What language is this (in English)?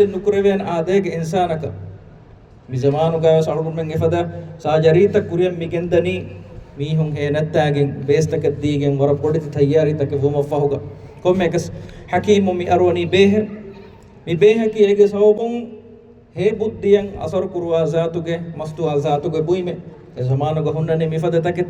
Divehi